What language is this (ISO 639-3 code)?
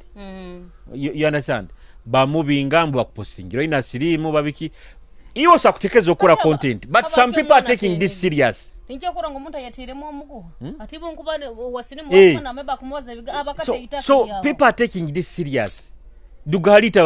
nyo